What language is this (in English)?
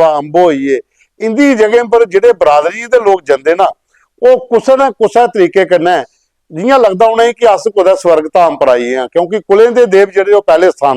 Dogri